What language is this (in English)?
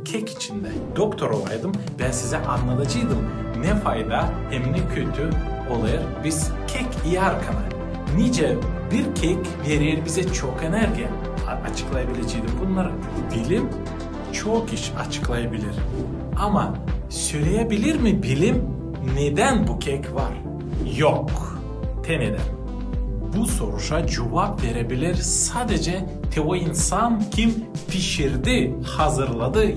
Gagauz